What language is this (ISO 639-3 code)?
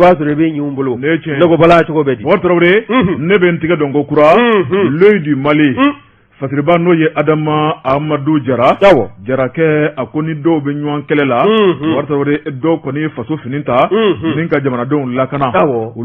bam